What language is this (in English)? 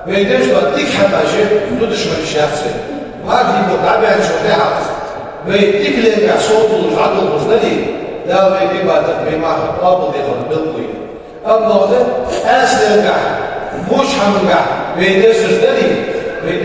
Ingush